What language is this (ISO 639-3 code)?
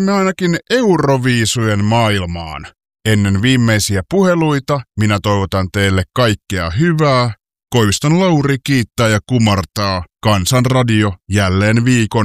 fin